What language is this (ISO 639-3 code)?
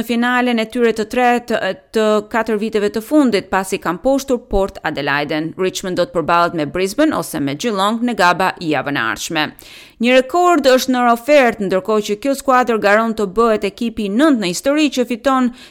sqi